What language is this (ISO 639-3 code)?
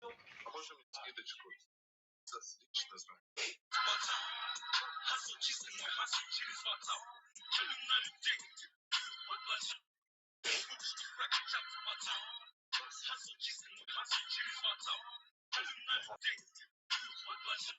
sah